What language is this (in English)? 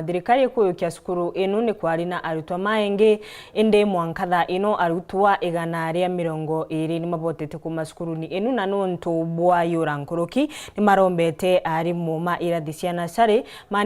Meru